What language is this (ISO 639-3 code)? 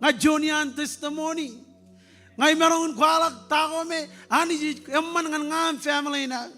mah